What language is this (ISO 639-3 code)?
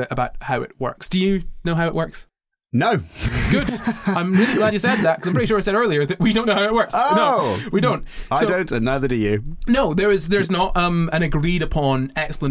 eng